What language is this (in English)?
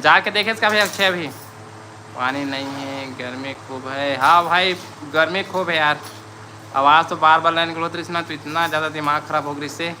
Chhattisgarhi